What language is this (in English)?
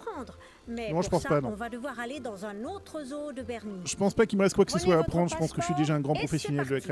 French